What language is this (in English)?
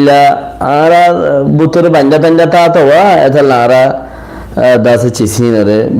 Rohingya